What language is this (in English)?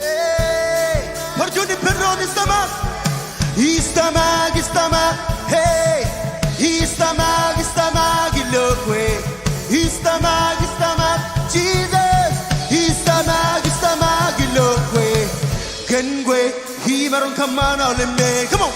Marshallese